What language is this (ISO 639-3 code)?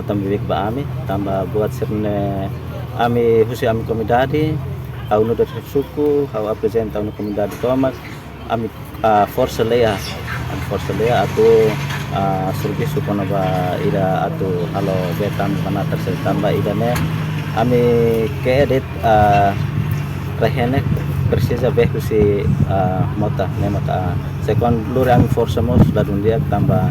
tet